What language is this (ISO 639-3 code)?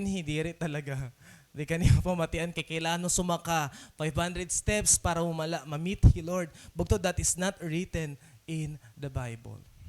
war